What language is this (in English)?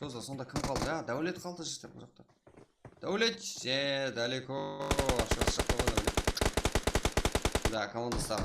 Kara-Kalpak